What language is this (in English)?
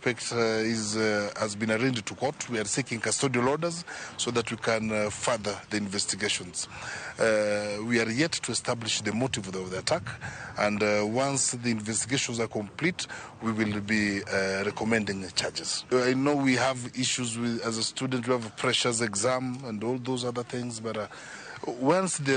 Luo (Kenya and Tanzania)